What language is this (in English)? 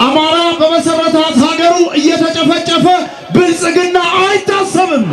Amharic